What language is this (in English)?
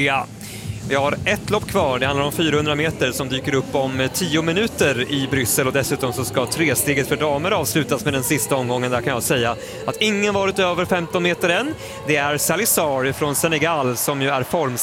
Swedish